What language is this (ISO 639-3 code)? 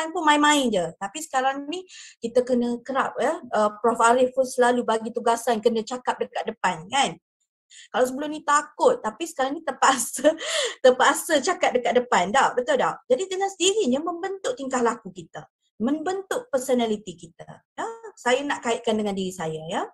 msa